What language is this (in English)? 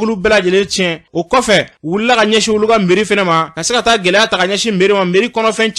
Bambara